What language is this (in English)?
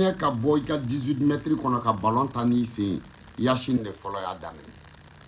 Bambara